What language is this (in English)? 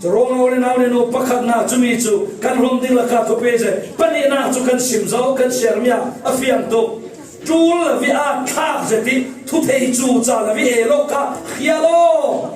Falam Chin